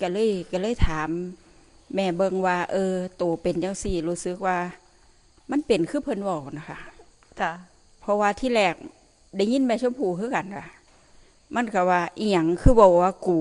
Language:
Northeastern Thai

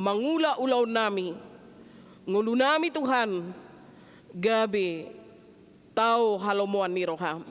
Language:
Batak Toba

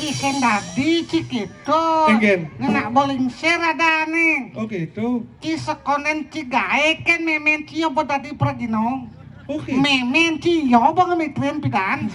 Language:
Balinese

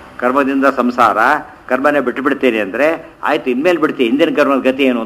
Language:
Kannada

